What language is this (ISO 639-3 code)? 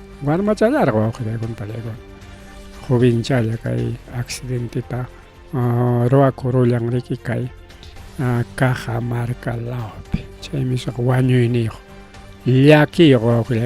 quy